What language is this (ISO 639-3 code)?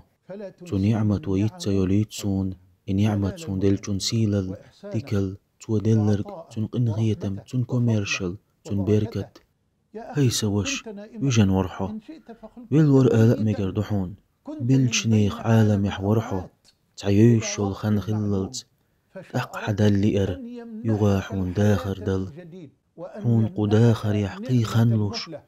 che